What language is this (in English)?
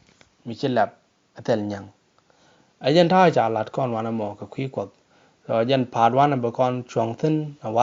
Nuer